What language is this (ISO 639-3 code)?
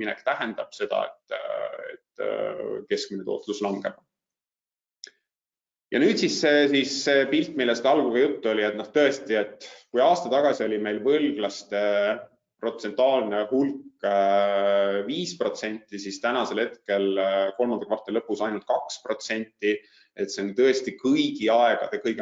est